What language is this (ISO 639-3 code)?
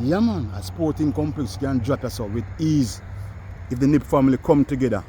jam